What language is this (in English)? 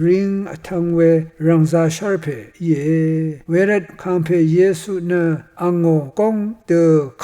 Rawang